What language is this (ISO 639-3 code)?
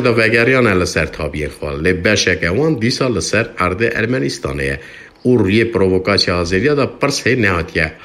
kur